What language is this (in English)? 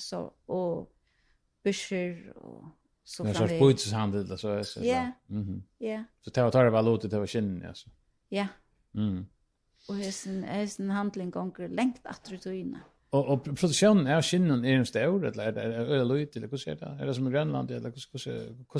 Faroese